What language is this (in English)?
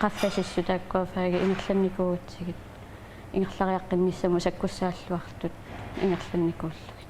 Kalaallisut